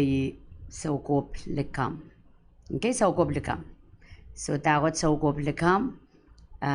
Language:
Pohnpeian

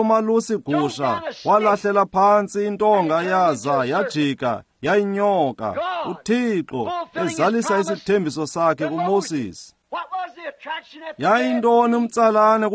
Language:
Xhosa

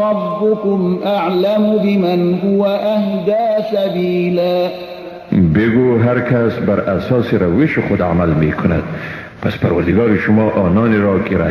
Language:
Persian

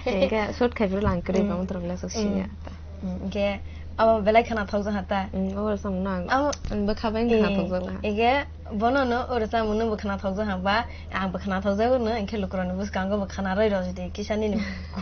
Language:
Kok Borok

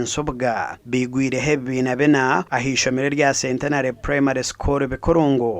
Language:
Nyankole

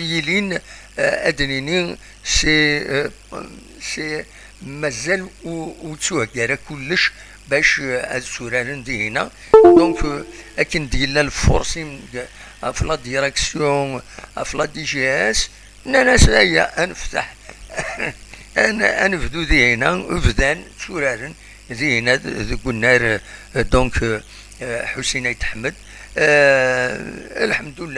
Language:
Kabyle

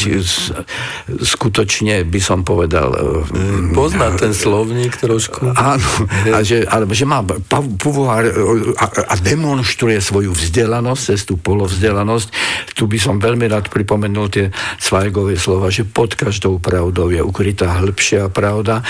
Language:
Slovak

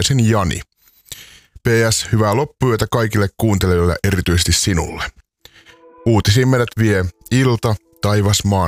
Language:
Finnish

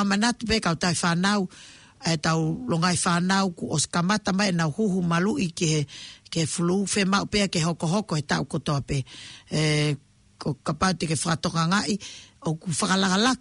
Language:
Tongan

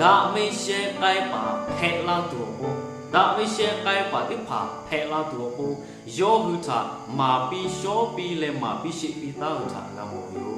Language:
Lahu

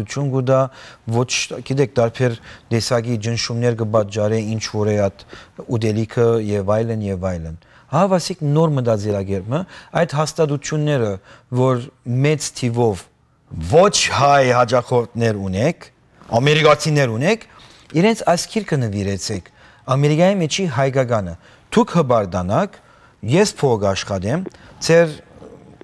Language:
Western Armenian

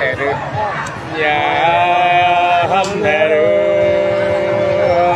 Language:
Nung (Viet Nam)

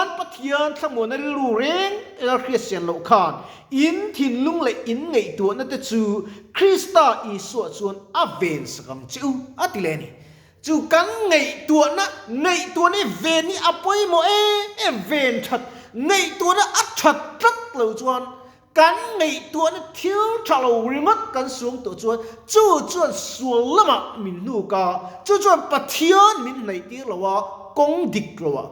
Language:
Mizo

